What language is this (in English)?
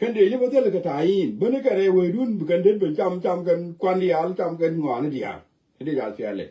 Nuer